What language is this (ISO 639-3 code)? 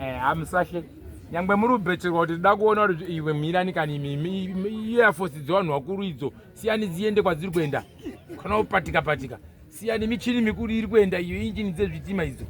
sna